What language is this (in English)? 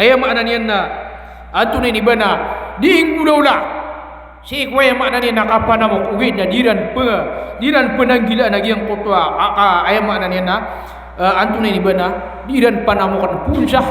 Maranao